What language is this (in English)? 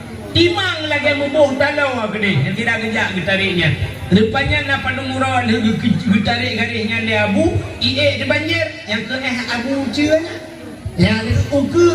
Achinese